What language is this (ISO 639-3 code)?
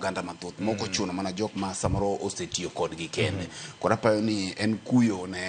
luo